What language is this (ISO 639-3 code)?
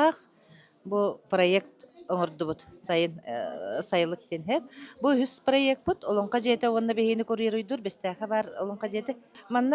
sah